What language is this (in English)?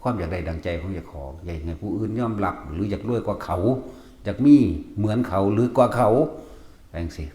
Northeastern Thai